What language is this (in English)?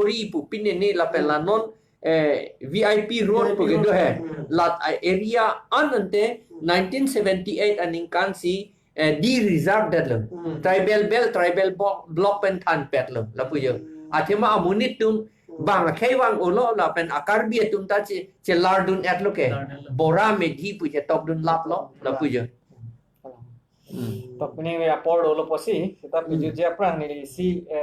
Karbi